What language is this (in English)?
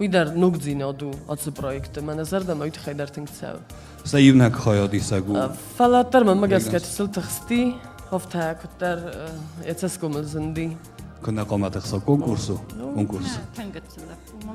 Ossetic